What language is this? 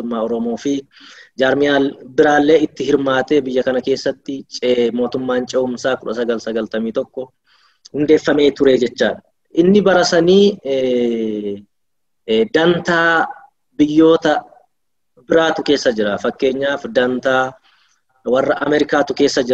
Oromo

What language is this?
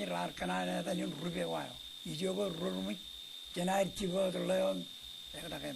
Marshallese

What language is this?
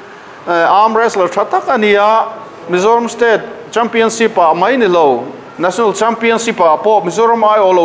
Mizo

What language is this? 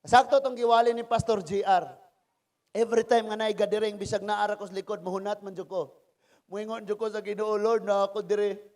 Cebuano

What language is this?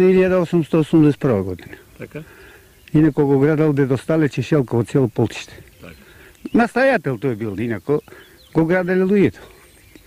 Macedonian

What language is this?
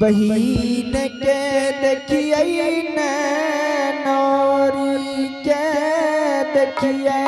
Angika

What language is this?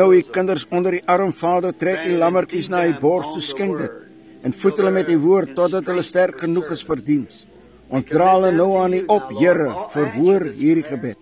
Afrikaans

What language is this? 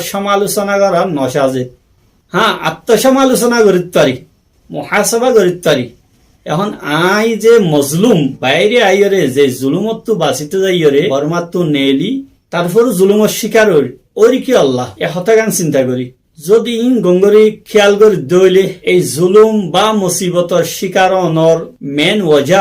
Rohingya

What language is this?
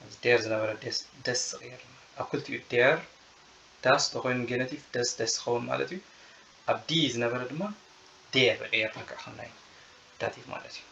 Tigrinya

